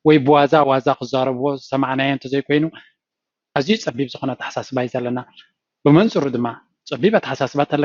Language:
Tigrinya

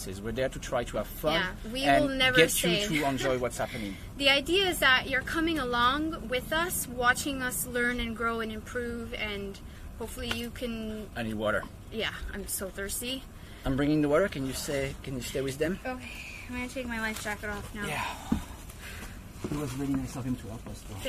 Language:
English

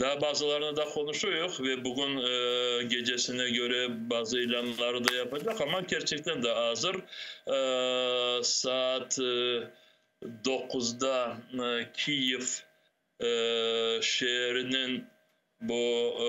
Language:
Crimean Tatar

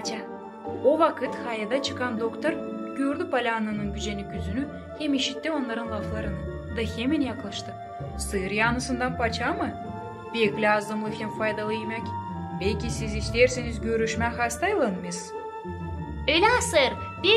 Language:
Gagauz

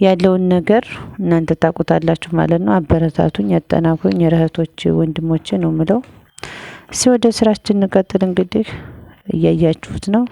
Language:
Amharic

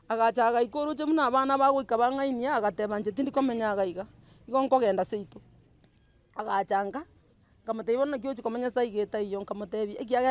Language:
Gusii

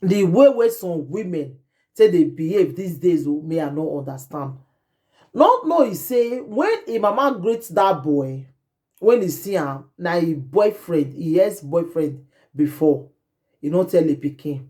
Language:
Nigerian Pidgin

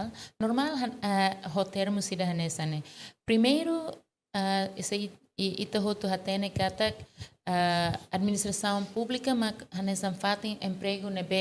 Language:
Tetum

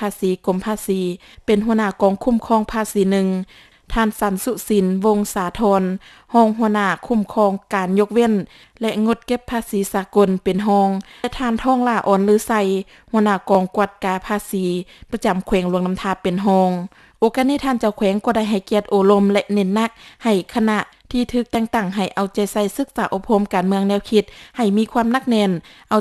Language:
Lao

